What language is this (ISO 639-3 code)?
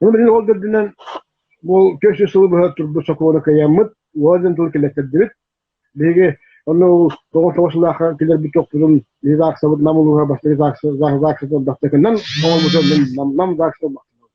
sah